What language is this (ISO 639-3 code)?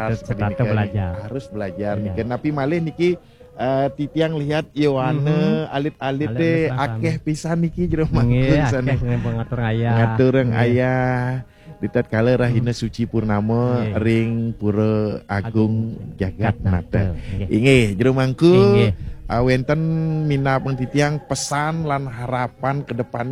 ban